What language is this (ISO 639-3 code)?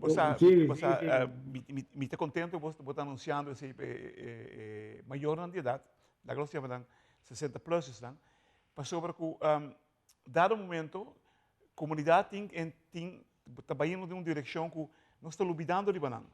pap